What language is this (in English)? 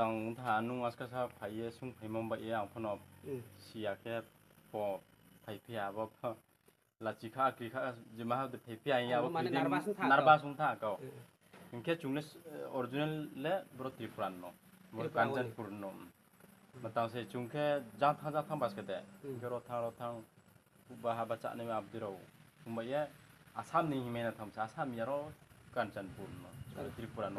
Riang (India)